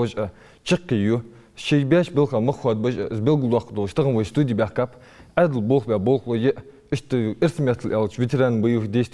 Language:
Ingush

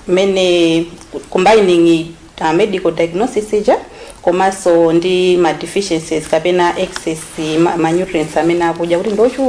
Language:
Nyanja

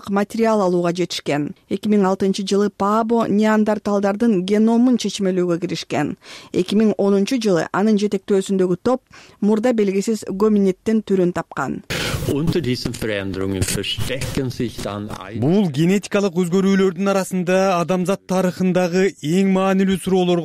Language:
Kyrgyz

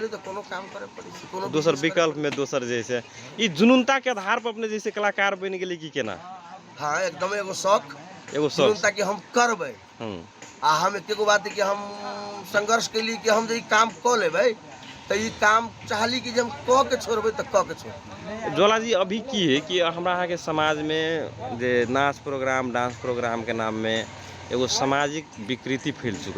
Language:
Magahi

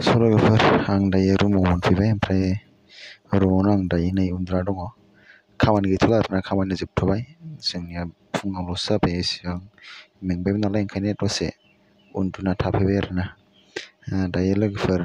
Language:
Bodo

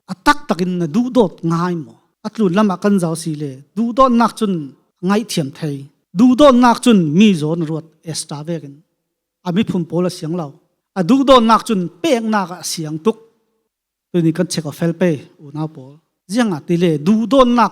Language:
Falam Chin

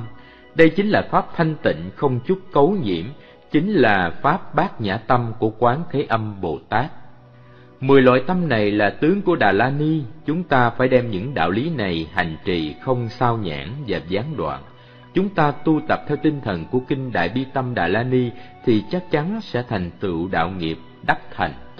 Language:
Vietnamese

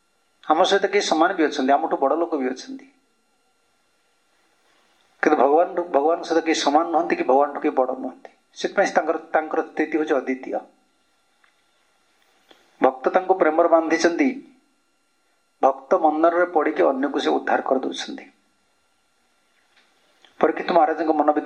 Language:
Odia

